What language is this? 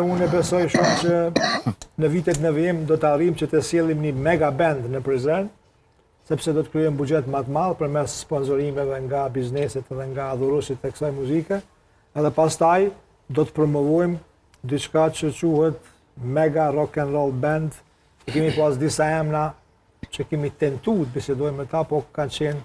Albanian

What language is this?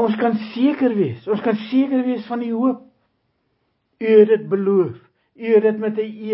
Afrikaans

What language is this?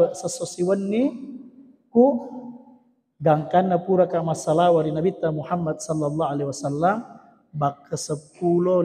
Buginese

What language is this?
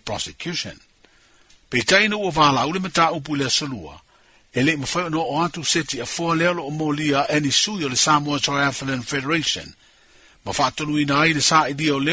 Samoan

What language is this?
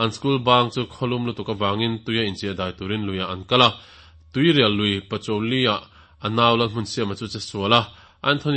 Mizo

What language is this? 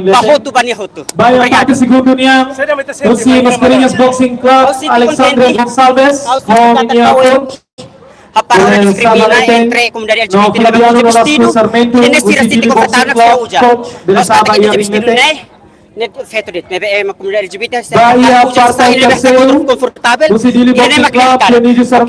Tetum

